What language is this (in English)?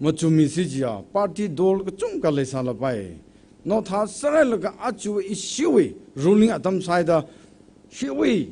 Tangkhul Naga (India)